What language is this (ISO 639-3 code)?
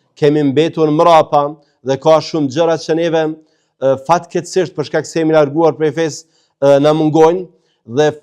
sqi